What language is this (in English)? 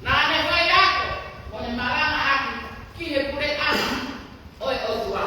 Tongan